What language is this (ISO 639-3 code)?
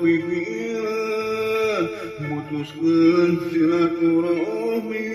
sun